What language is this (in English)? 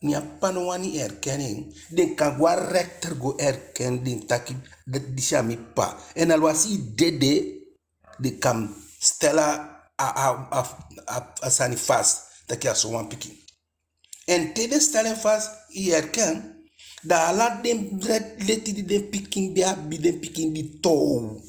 Eastern Maroon Creole